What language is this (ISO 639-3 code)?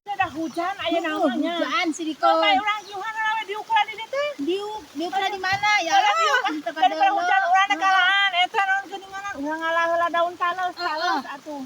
sun